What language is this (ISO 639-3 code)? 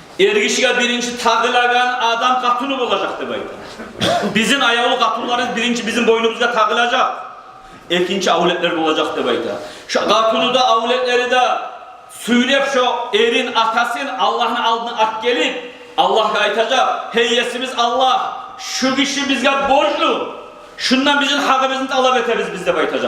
kum